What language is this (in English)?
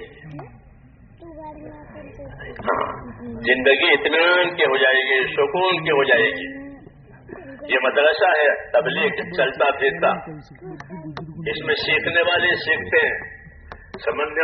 Urdu